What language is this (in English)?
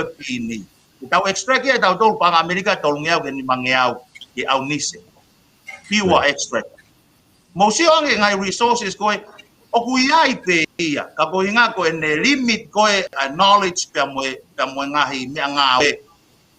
Tongan